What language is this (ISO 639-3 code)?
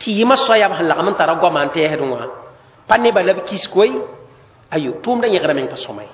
mos